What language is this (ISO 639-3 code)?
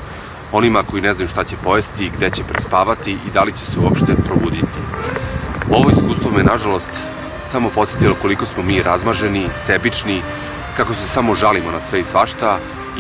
srp